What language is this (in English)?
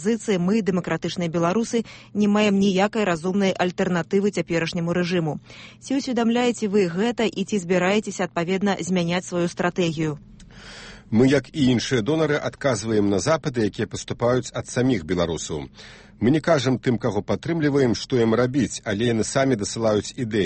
Belarusian